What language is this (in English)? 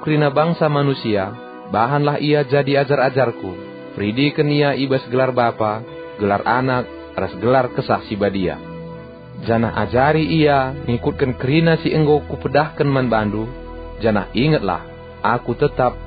Batak Karo